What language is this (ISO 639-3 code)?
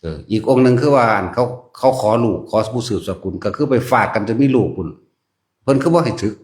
tts